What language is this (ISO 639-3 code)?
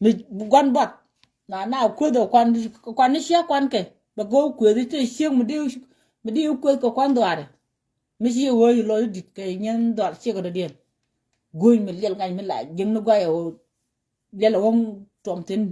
nus